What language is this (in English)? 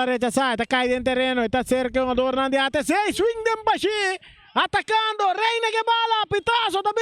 Papiamento